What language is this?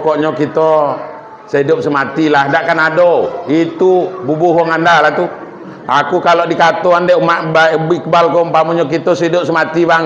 Minangkabau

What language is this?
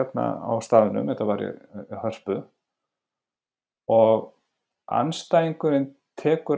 Icelandic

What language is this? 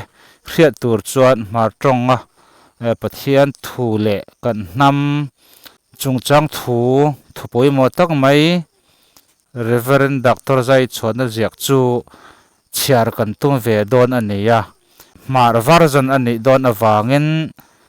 Hmar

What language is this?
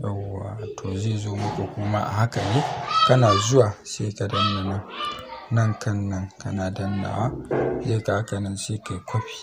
Hausa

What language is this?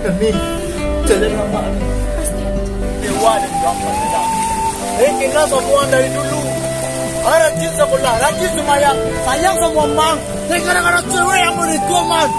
Minangkabau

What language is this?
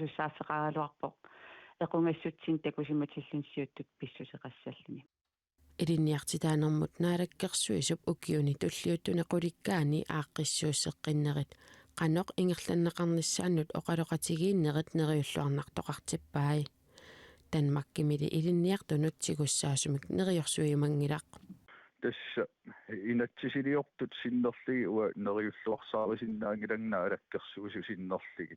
Kalaallisut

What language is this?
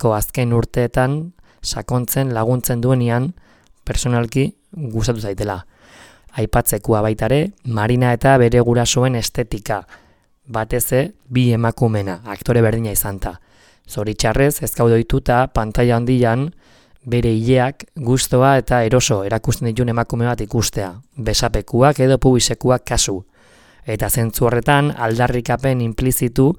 Basque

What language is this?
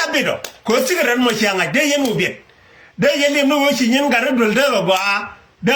Nuer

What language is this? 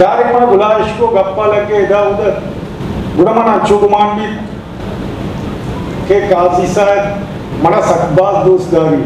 Eastern Balochi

